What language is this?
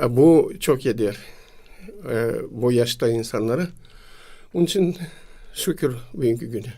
Gagauz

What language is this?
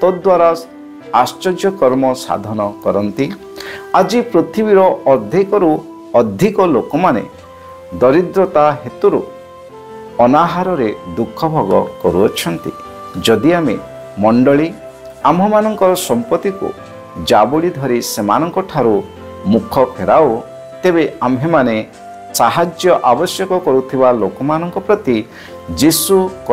Odia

